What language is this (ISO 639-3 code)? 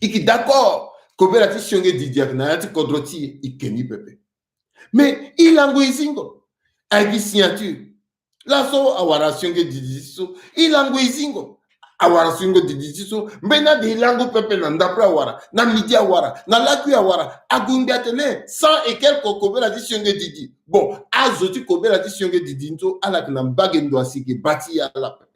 sag